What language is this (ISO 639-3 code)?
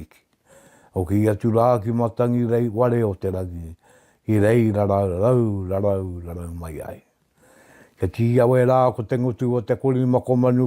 mri